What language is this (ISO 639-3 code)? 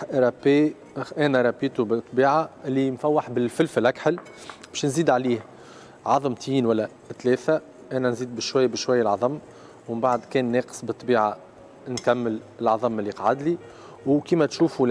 aeb